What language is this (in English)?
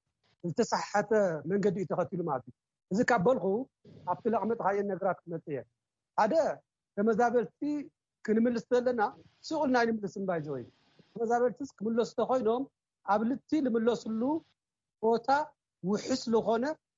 Tigrinya